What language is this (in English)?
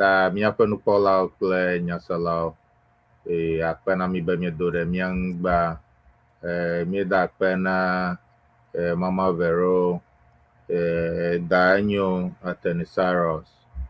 Ewe